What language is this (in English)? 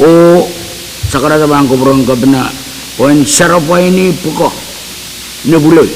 Pohnpeian